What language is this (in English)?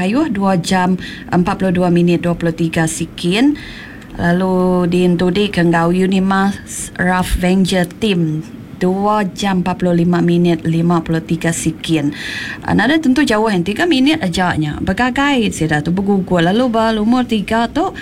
Iban